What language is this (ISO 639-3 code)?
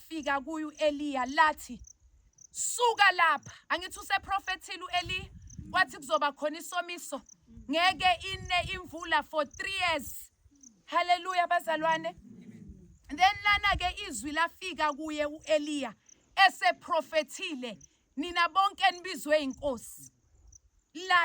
zul